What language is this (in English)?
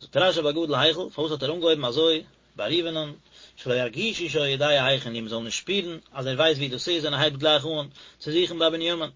Yiddish